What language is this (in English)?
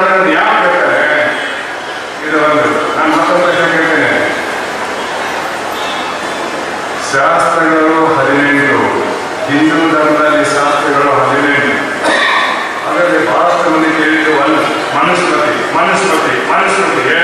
Kannada